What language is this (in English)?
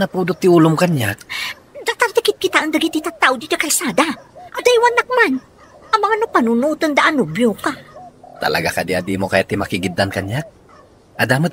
Iloko